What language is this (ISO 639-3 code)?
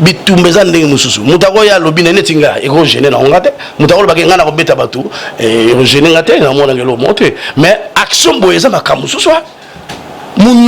lin